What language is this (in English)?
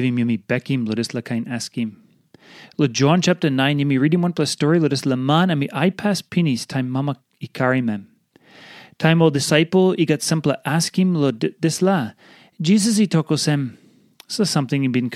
Tok Pisin